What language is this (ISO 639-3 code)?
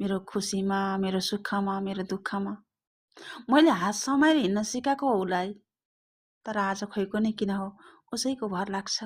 nep